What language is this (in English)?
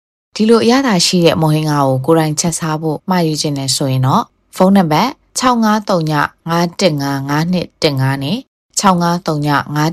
Burmese